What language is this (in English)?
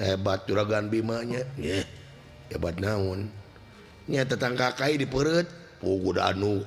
Sundanese